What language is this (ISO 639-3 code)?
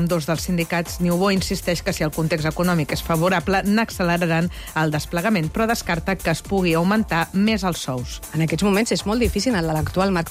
cat